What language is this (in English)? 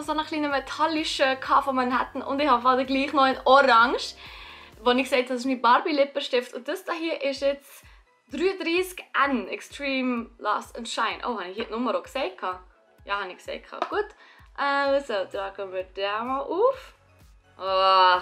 Swiss German